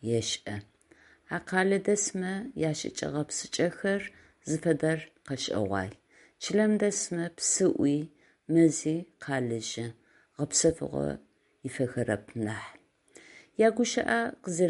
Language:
Adyghe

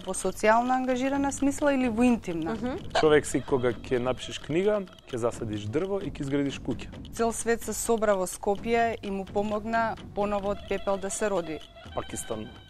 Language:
Macedonian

